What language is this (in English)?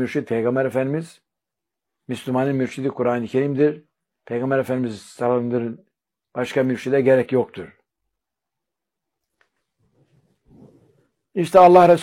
Turkish